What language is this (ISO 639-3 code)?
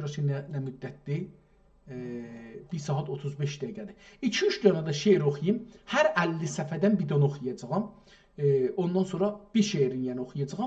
azb